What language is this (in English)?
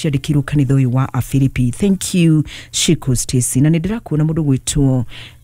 Kikuyu